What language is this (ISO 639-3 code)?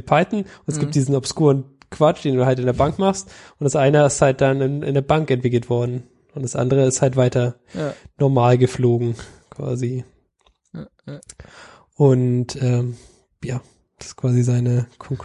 deu